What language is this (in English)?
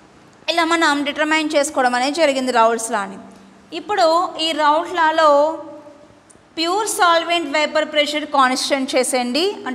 Telugu